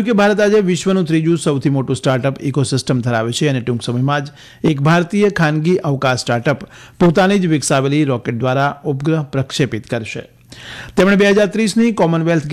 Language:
Gujarati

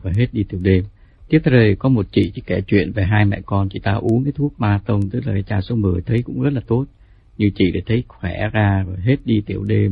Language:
Vietnamese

